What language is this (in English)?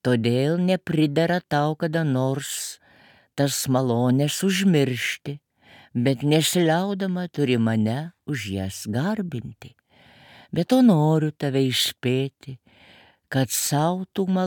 Lithuanian